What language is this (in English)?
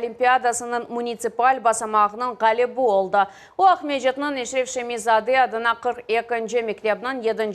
Crimean Tatar